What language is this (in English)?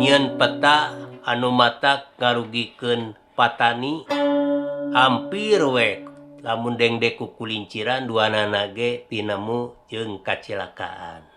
Sundanese